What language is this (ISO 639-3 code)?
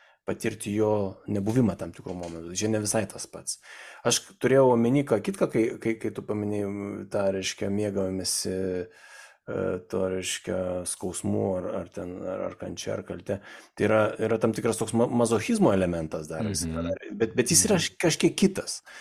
lit